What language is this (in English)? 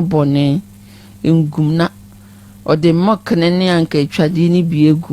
Akan